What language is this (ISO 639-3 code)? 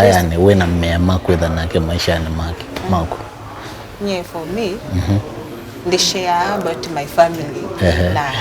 kam